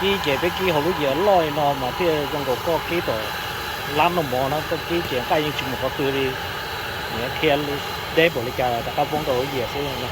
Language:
Hmong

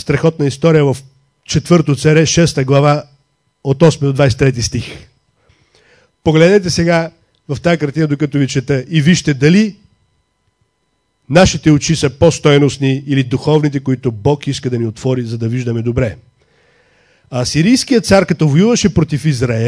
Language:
Bulgarian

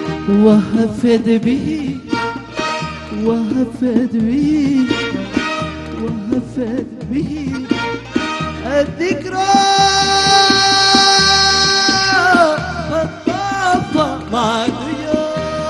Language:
Arabic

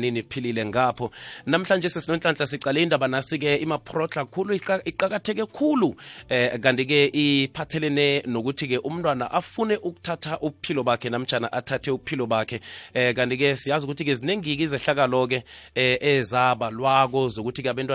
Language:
South Ndebele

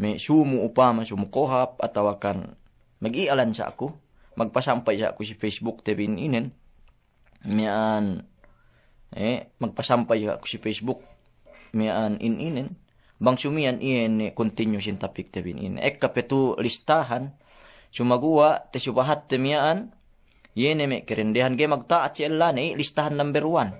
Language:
Yakan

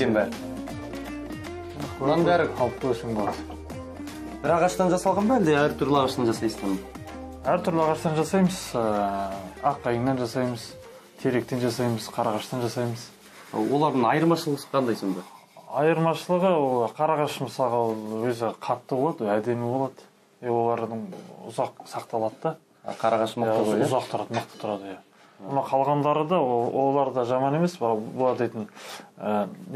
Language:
Kazakh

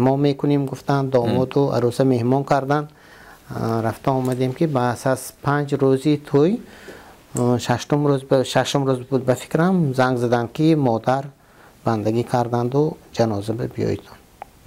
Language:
Tajik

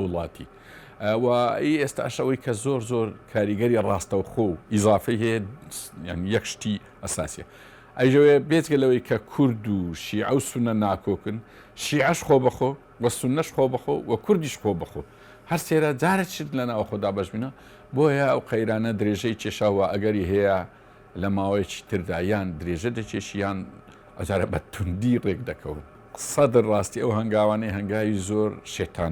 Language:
Central Kurdish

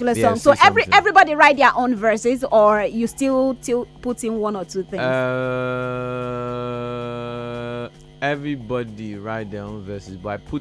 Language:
Nigerian Pidgin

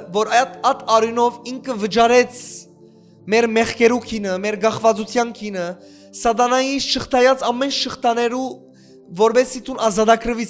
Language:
Western Armenian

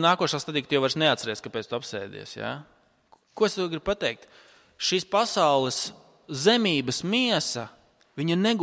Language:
Latvian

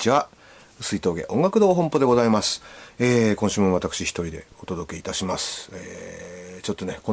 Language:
Japanese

